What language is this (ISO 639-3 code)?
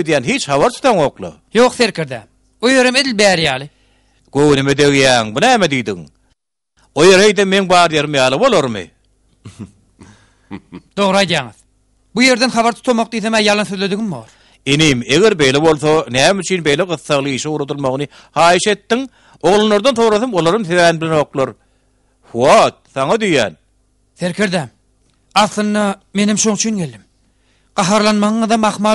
tuk